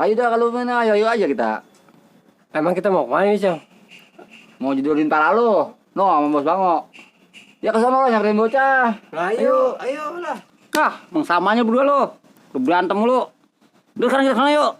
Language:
Betawi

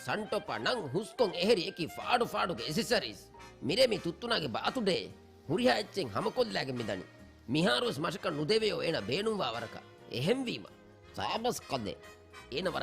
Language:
Divehi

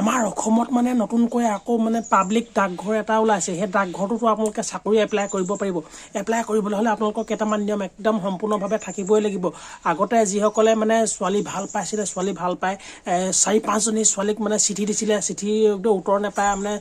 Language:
Assamese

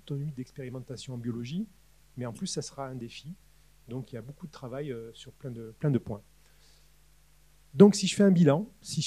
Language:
French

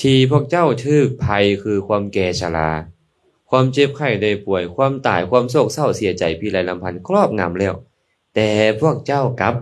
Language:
Lao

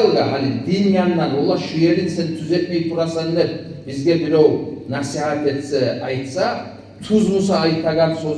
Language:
Kumyk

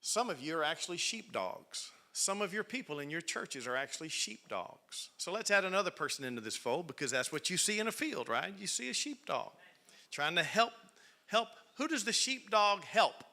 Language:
English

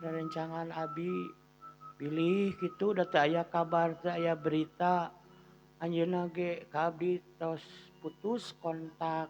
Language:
Sundanese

